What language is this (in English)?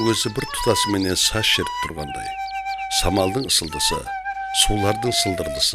Kara-Kalpak